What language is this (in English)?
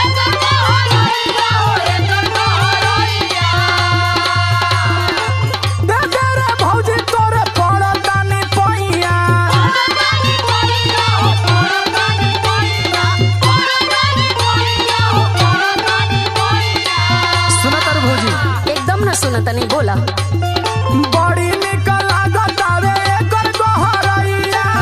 Bhojpuri